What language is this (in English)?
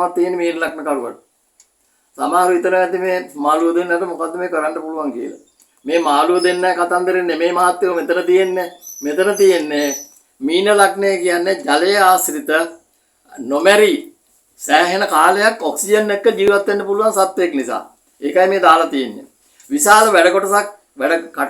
Sinhala